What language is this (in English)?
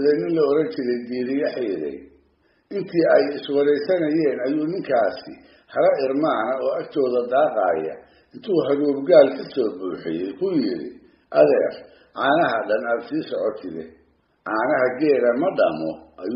Somali